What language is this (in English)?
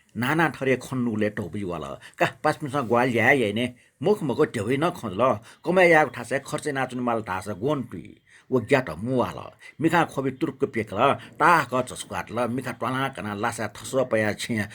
Newari